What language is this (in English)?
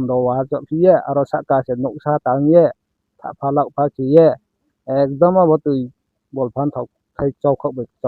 Riang (India)